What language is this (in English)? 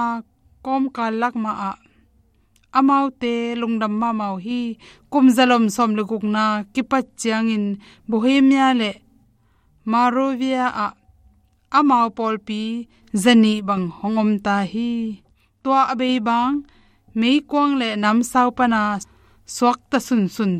Tedim Chin